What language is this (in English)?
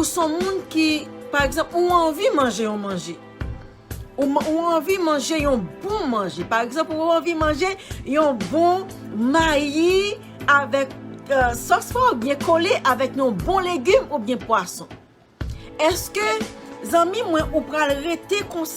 Haitian Creole